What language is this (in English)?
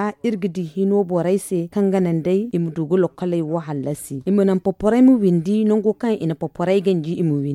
Zarma